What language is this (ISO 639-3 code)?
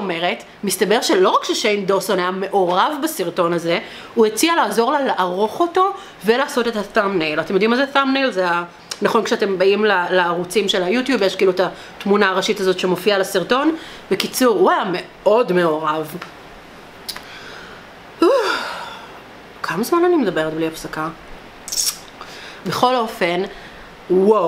heb